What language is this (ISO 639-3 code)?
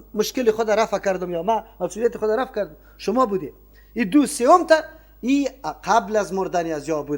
fas